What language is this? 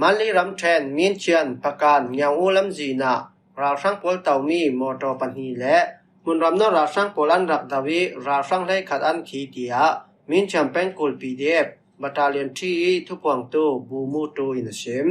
Falam Chin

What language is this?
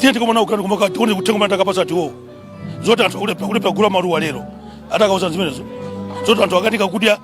Nyanja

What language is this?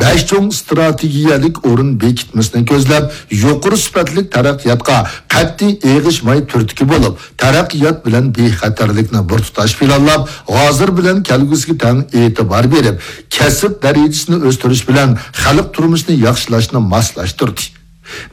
Uyghur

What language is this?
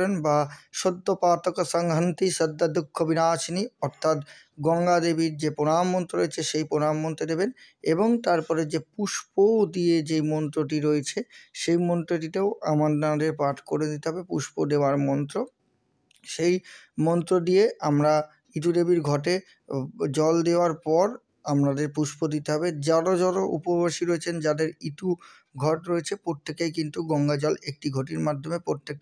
Bangla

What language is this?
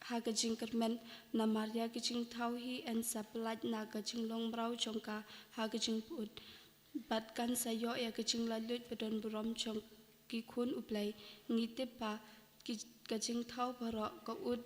Khasi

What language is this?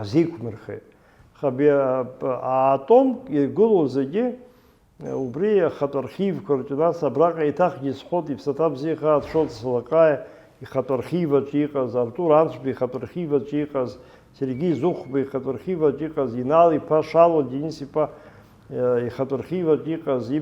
Abkhazian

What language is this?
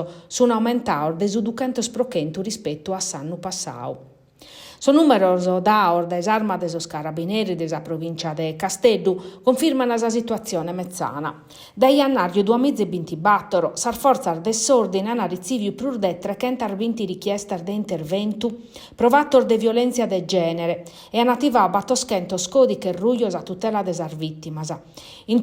Sardinian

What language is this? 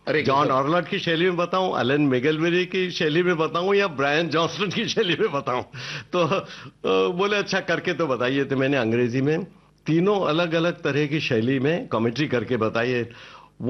Hindi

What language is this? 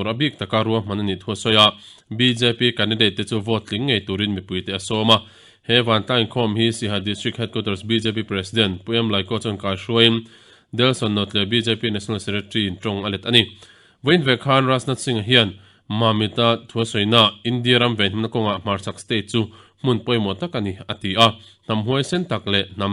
Mizo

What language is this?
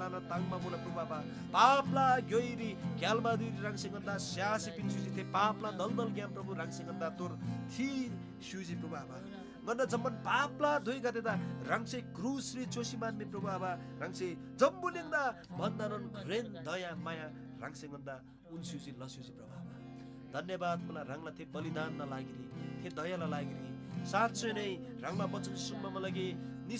Eastern Tamang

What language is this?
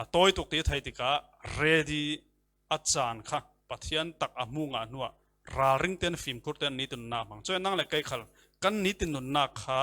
Falam Chin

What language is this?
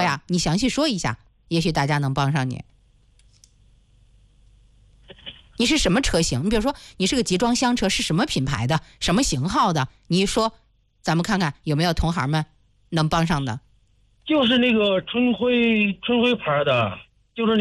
Chinese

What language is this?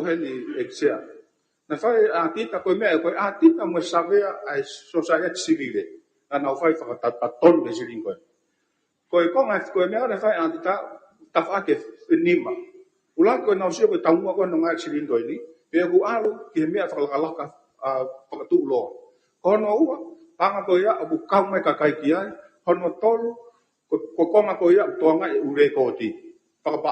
Tongan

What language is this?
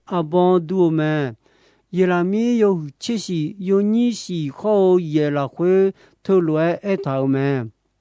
Akha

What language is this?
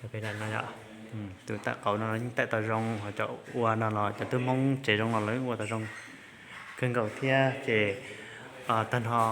Hmong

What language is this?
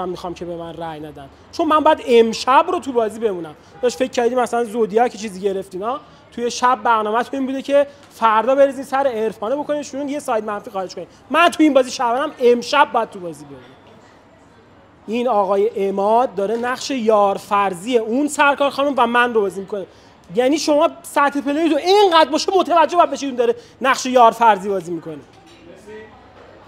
Persian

